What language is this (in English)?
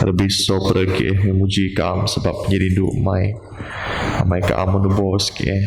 Biatah Bidayuh